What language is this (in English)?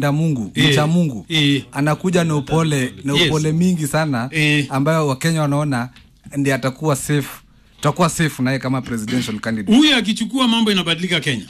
Swahili